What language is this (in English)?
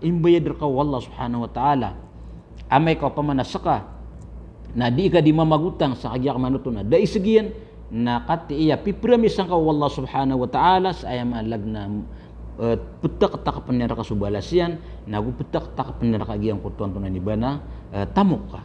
Maranao